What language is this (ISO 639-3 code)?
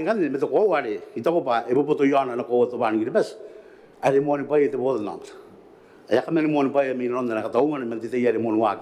gil